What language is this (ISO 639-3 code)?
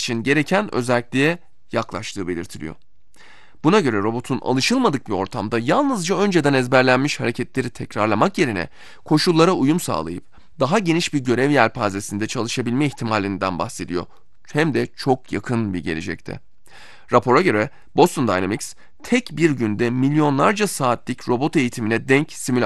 tur